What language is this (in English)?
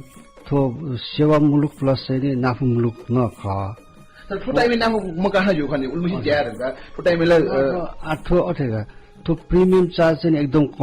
Newari